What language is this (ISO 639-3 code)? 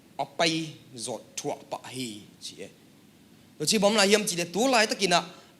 ctd